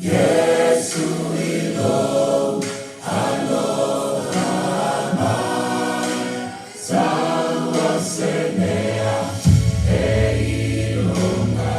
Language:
Samoan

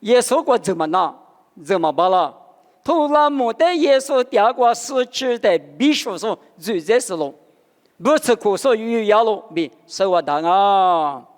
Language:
Lisu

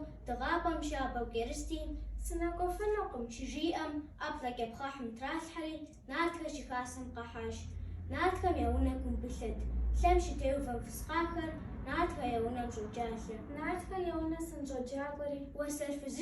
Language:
Kabardian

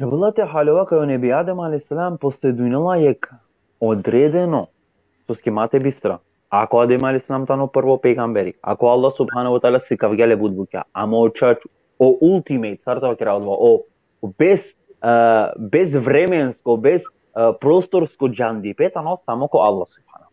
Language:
Balkan Romani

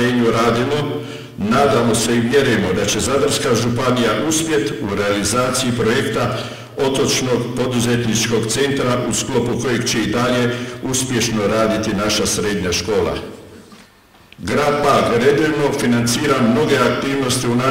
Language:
Croatian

